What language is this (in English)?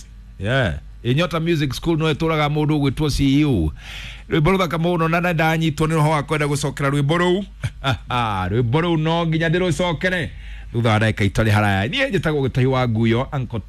Kikuyu